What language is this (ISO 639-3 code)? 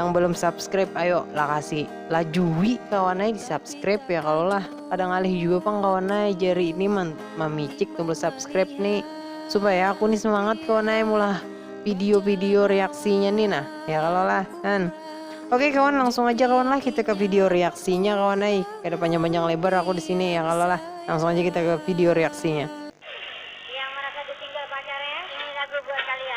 bjn